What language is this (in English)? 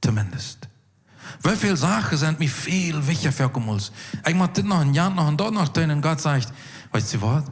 Plautdietsch